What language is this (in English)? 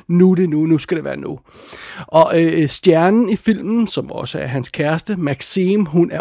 Danish